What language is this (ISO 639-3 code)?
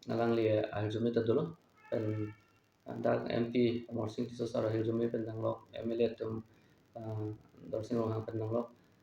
mjw